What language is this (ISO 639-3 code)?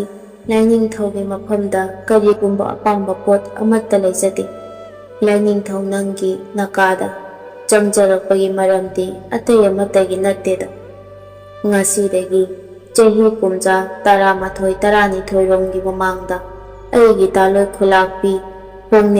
mni